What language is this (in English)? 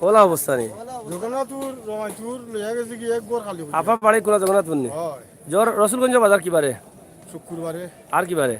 Sylheti